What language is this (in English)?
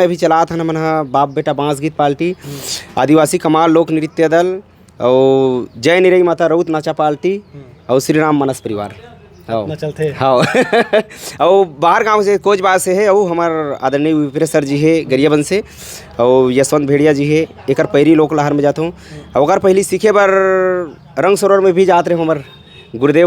Chhattisgarhi